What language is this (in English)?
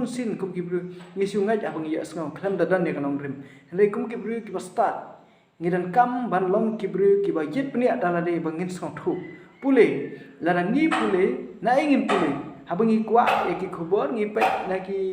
Khasi